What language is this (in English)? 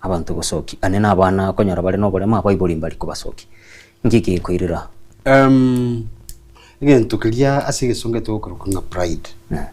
Gusii